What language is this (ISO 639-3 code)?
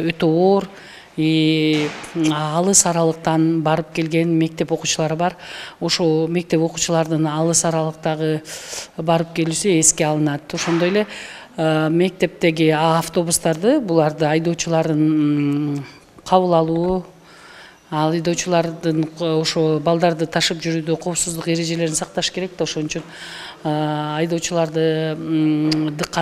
kir